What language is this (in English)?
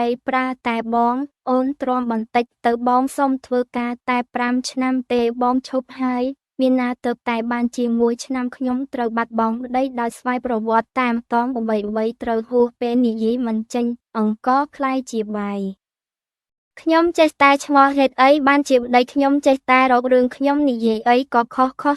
Khmer